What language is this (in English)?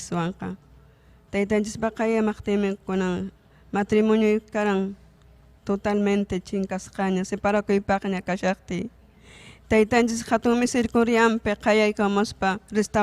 Ayacucho Quechua